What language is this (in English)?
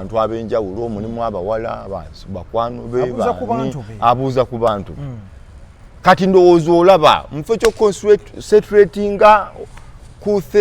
Ganda